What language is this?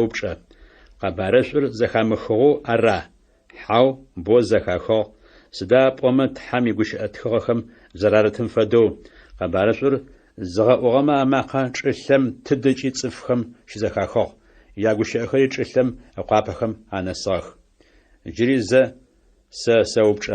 Adyghe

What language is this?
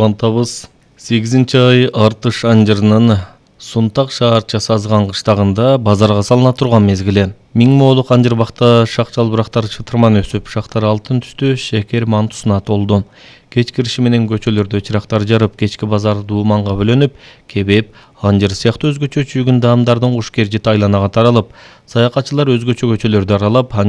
Kyrgyz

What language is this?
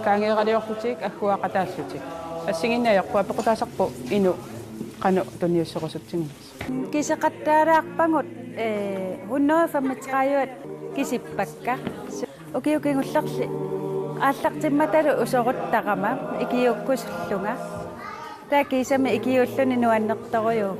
Kalaallisut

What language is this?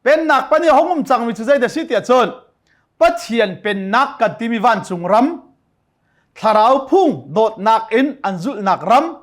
Hakha Chin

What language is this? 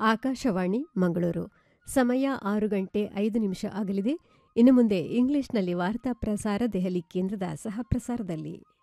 Kannada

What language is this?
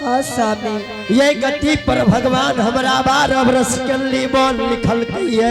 Angika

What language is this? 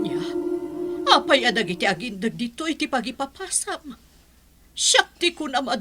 Iloko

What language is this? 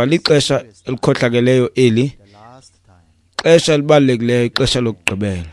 Xhosa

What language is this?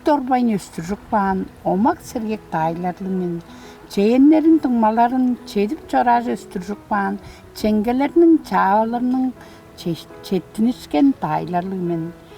Tuvinian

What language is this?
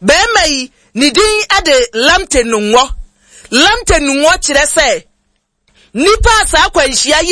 Akan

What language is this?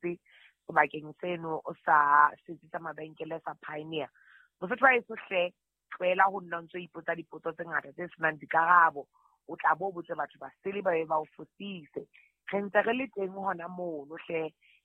Southern Sotho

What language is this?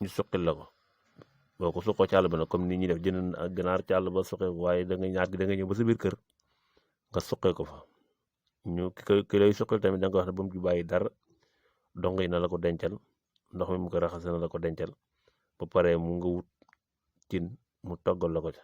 Wolof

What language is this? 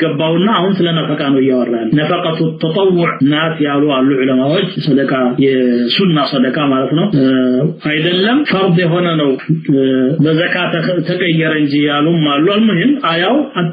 Amharic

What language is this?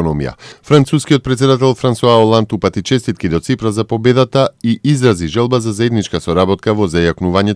Macedonian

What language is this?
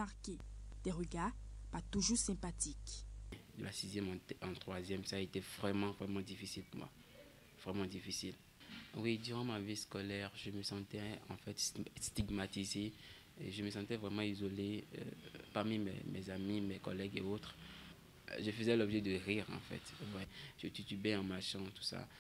French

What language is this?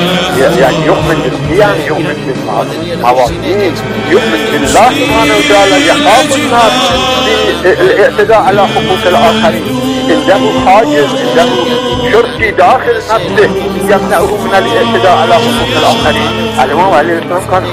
Arabic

